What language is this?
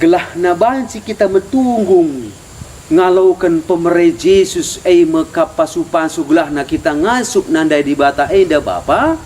Batak Karo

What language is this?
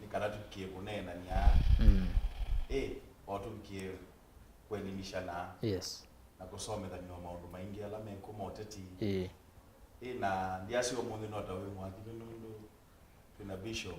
Kamba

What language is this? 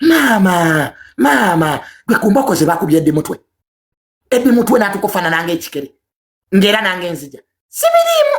Ganda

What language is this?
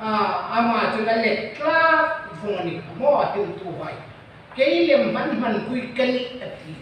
Hmar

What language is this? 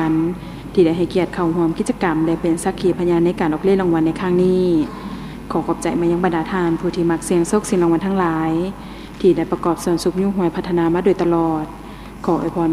Lao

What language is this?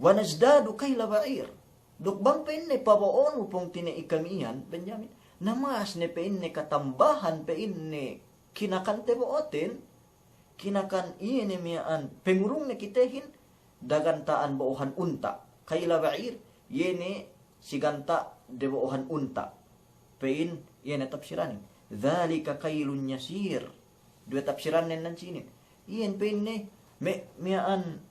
Yakan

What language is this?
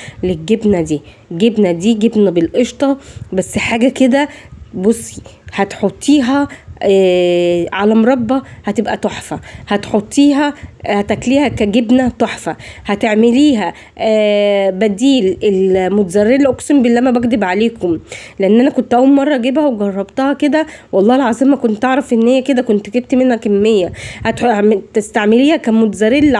Egyptian Arabic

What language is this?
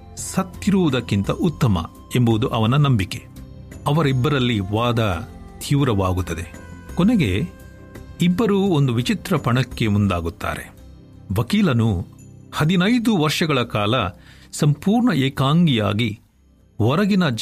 Kannada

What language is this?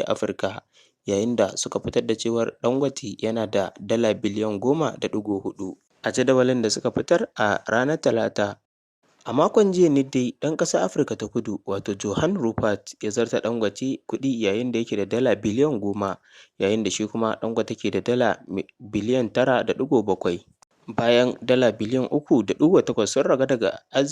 Hausa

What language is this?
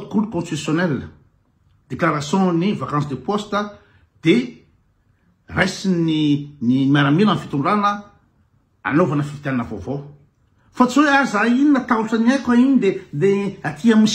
Malagasy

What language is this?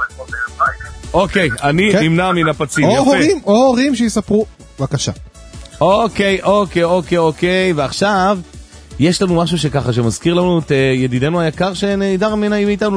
Hebrew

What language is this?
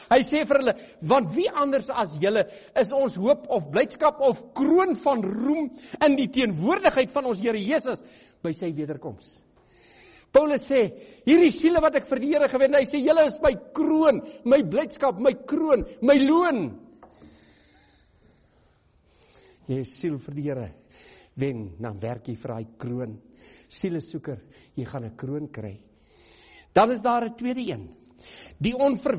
Afrikaans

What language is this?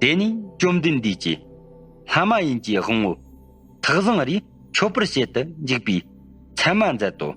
Tibetan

